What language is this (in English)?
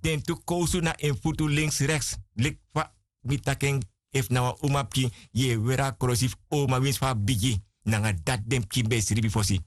Sranan Tongo